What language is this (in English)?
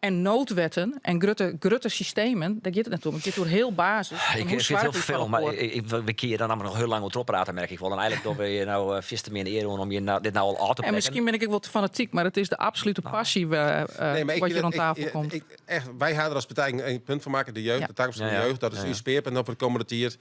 Western Frisian